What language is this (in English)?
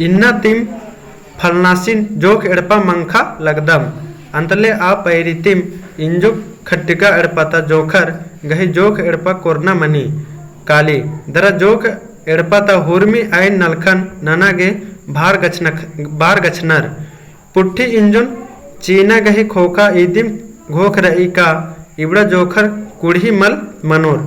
Kurukh